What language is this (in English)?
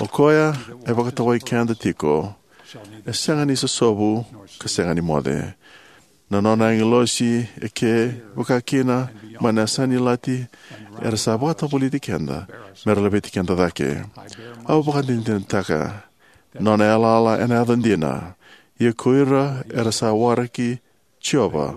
Fijian